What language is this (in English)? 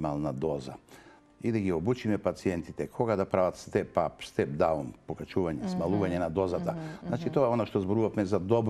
Macedonian